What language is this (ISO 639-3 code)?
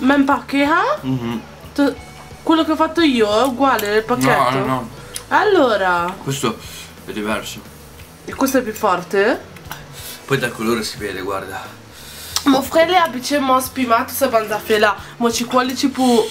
mfe